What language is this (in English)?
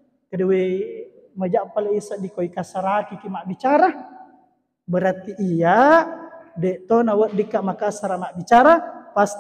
Buginese